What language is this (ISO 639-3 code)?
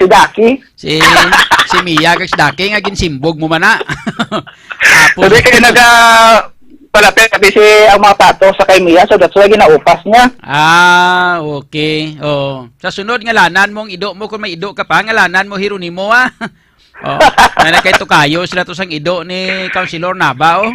hil